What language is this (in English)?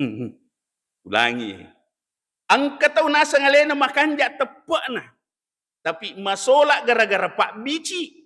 Buginese